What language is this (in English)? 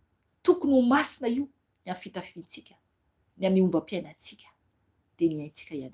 Malagasy